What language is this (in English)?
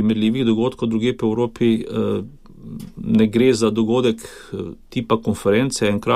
Slovenian